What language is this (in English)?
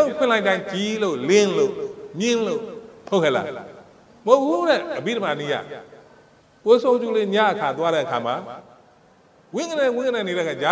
Burmese